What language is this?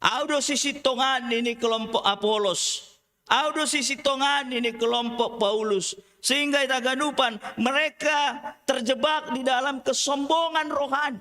Batak Simalungun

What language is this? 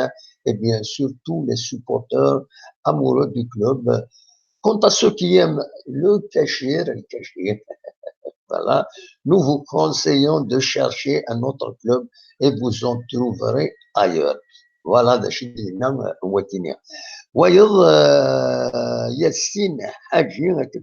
Kabyle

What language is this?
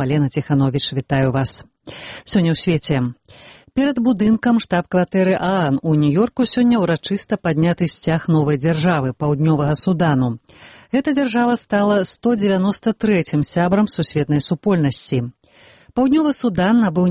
Belarusian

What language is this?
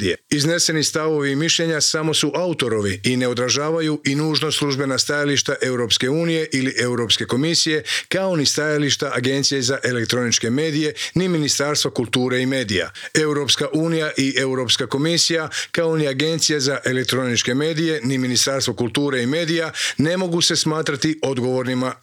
Croatian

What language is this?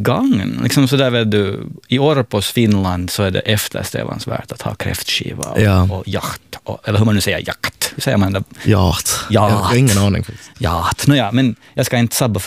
Swedish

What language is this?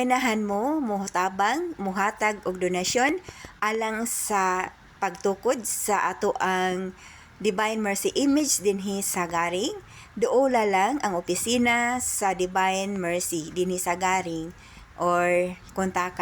Cebuano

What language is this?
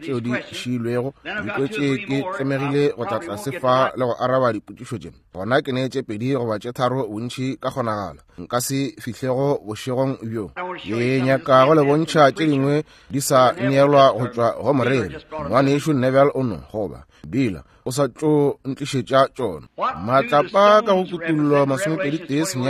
Northern Sotho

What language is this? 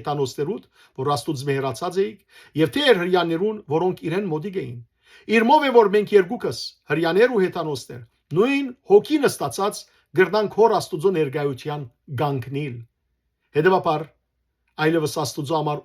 Western Armenian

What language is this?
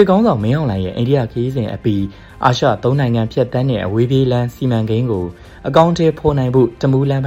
Burmese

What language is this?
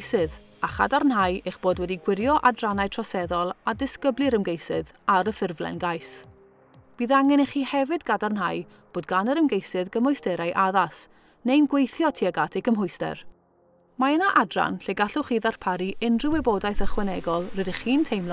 Welsh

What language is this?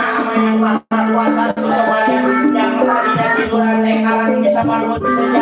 Betawi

